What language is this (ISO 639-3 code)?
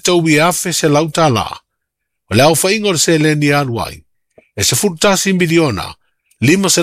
smo